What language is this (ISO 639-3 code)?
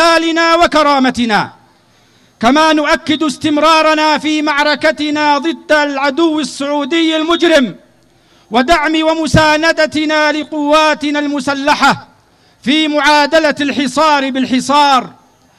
ara